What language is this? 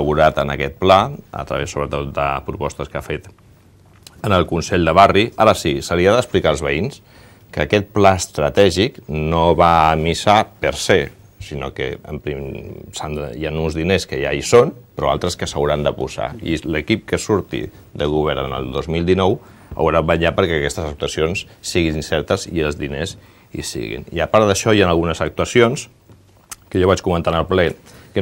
Catalan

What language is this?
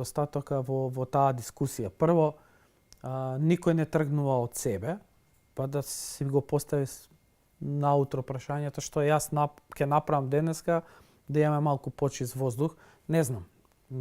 Macedonian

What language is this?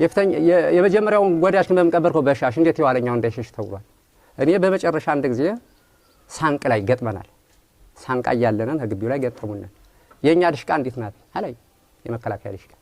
Amharic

